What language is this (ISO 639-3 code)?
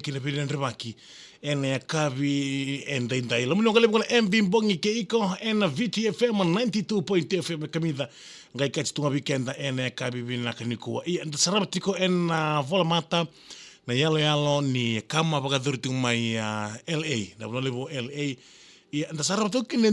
fij